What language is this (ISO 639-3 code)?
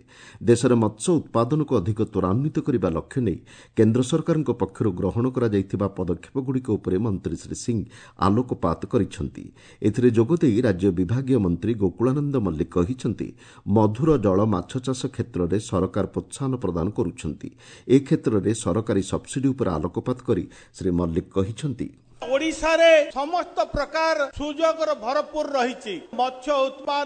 ori